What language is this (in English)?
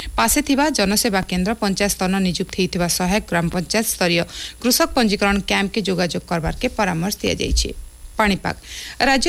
Odia